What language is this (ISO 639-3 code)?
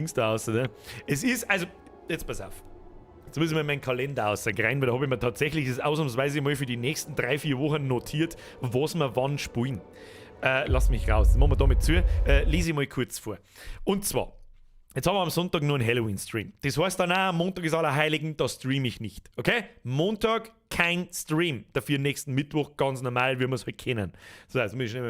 bar